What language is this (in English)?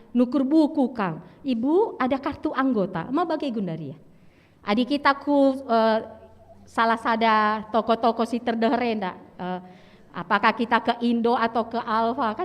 Batak Karo